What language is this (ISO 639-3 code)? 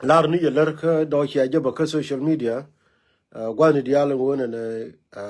nus